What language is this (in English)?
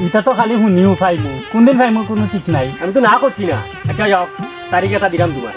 Sylheti